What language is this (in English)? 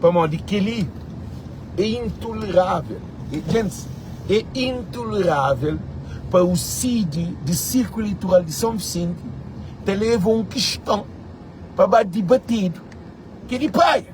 Kabuverdianu